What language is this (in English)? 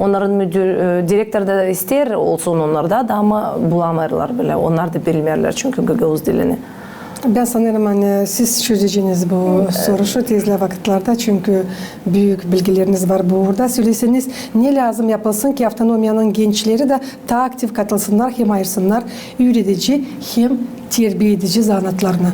Gagauz